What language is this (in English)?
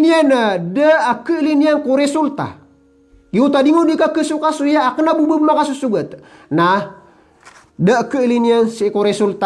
Maranao